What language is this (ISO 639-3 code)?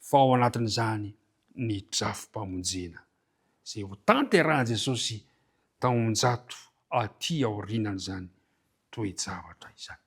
mlg